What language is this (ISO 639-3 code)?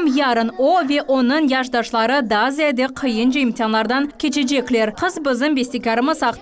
crh